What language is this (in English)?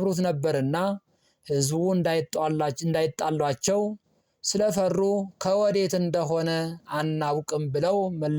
Amharic